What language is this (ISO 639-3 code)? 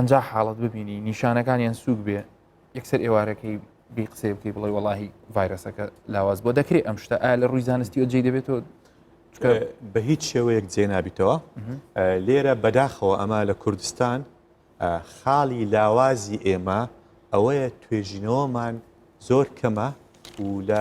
ckb